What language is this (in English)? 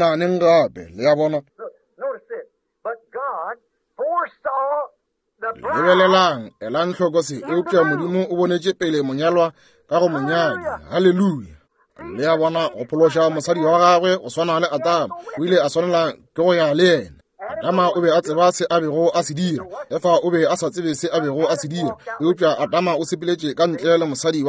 Northern Sotho